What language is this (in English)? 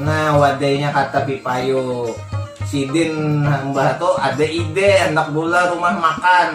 Banjar